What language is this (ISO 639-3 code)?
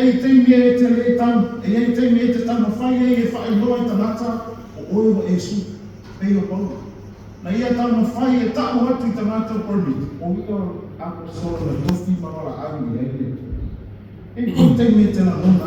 smo